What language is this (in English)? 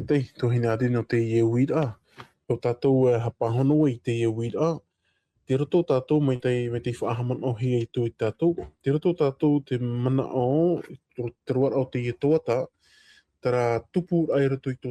Tahitian